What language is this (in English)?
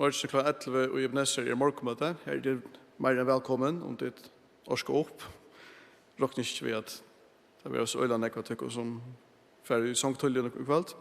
Faroese